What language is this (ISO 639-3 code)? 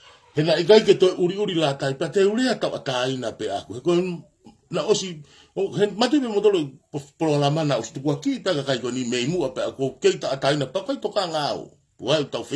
ton